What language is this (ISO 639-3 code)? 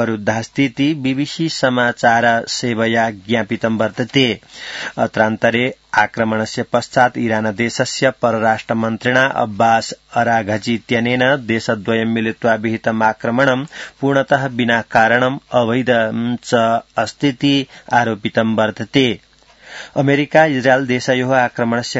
san